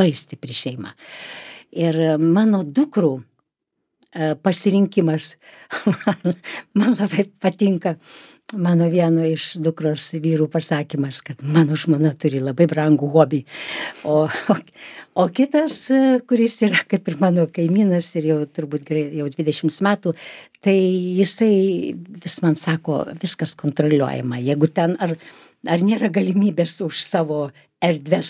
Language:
Lithuanian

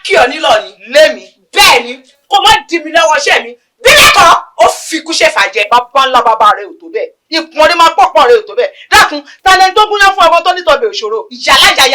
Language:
Yoruba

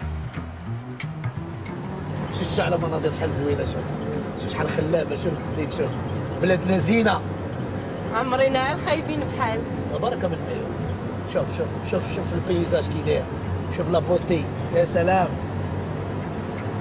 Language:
Moroccan Arabic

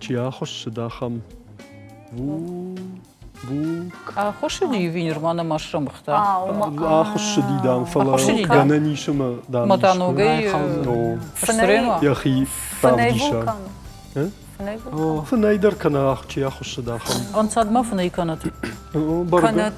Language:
Ossetic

